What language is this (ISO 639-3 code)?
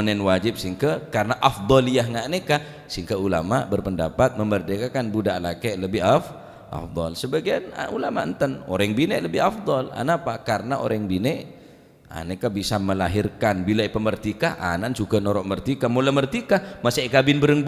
mad